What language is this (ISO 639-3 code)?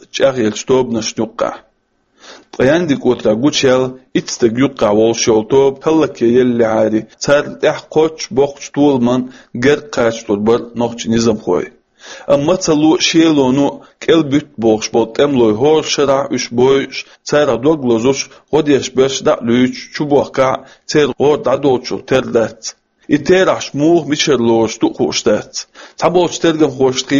che